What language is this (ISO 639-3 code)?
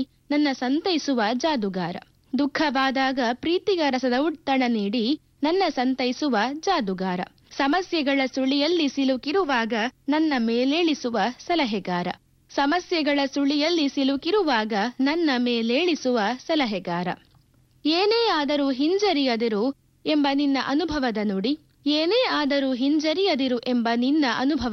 kan